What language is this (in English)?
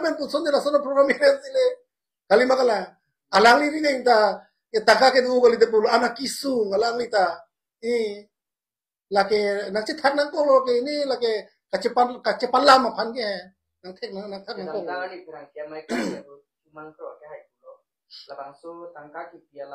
Karbi